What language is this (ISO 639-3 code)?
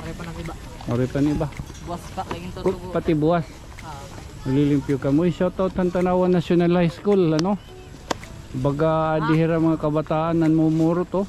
war